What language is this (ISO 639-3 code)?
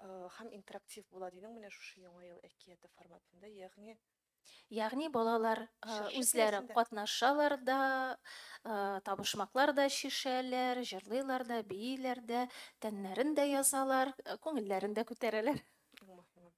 tat